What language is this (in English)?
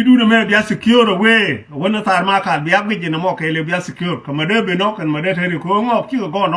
Nuer